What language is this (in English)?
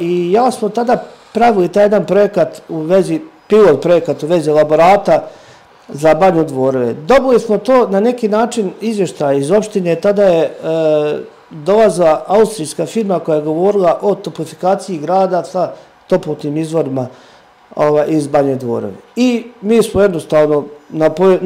Serbian